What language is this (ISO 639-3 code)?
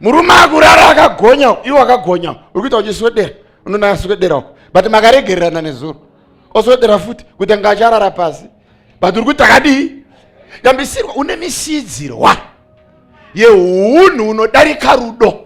sna